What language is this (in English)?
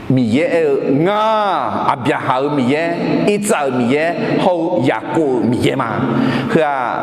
Akha